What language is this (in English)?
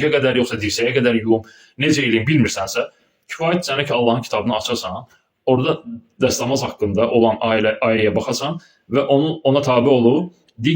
Azerbaijani